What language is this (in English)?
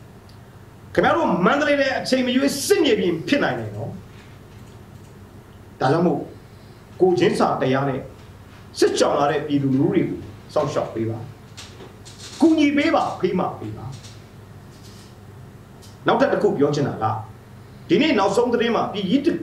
Burmese